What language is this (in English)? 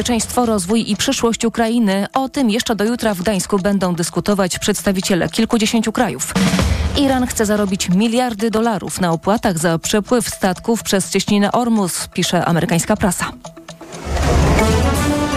Polish